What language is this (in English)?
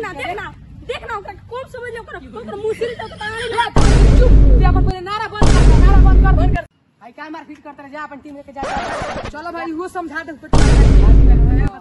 Bhojpuri